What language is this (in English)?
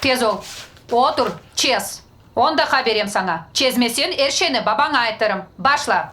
Crimean Tatar